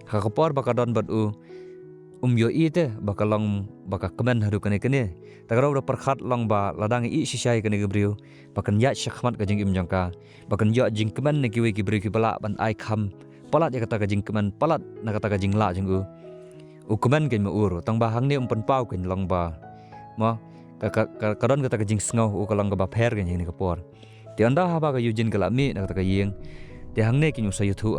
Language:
Khasi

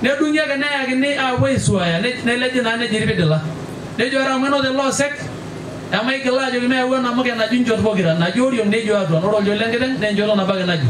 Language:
Masai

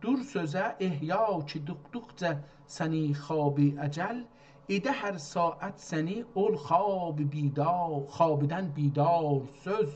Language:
South Azerbaijani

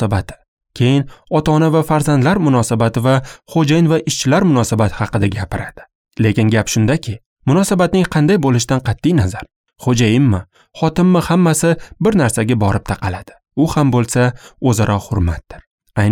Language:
Uzbek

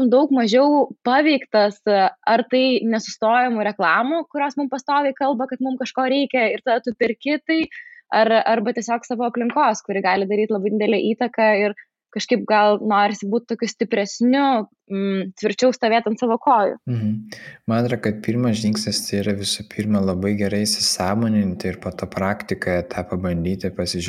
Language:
Lithuanian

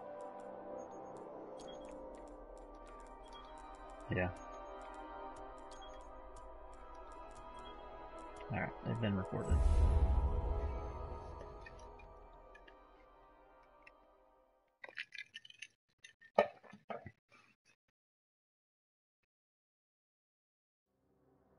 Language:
English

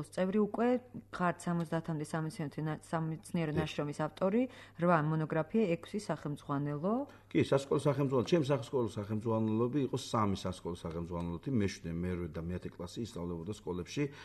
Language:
Georgian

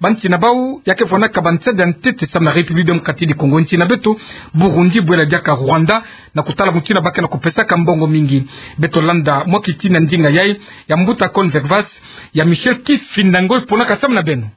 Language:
Kituba (Democratic Republic of Congo)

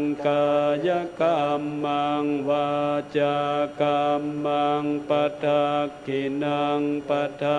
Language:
Pali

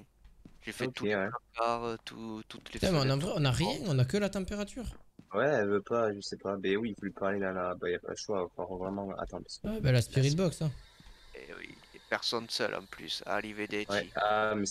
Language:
French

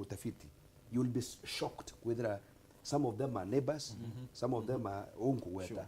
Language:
Meru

